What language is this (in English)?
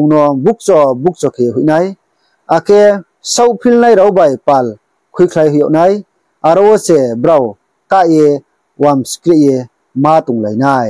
Riang (India)